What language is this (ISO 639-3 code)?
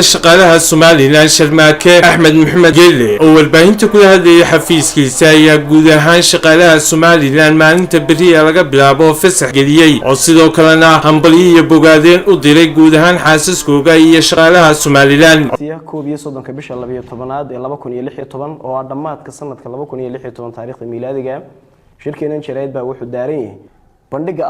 som